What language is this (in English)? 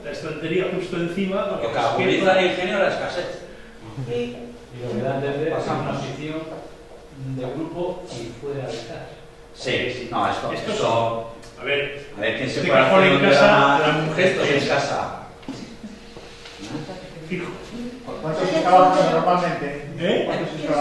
Spanish